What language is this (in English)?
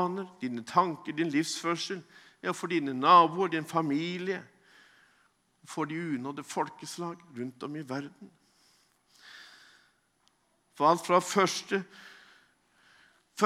Norwegian